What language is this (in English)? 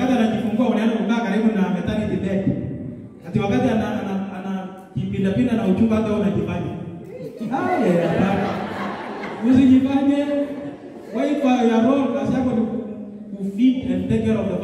Swahili